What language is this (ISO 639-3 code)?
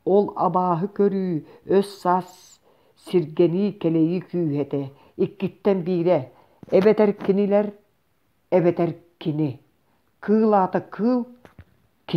sah